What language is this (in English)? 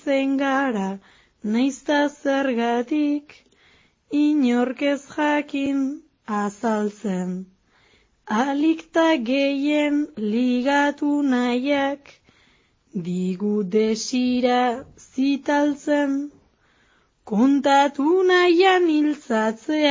Basque